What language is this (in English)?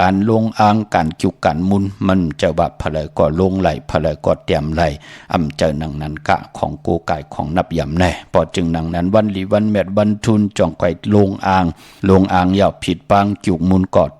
Shan